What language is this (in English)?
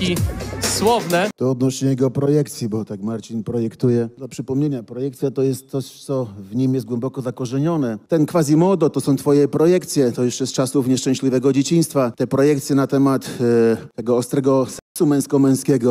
Polish